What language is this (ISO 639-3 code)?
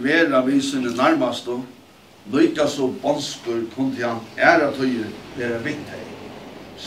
fao